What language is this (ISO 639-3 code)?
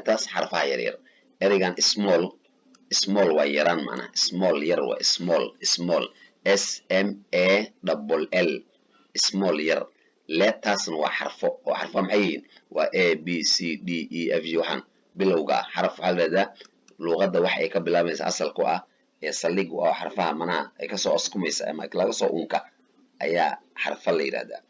som